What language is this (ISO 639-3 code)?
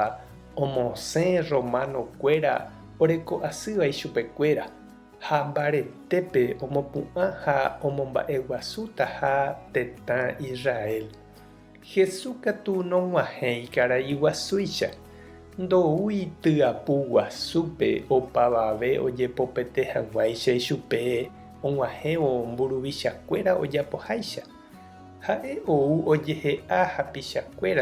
grn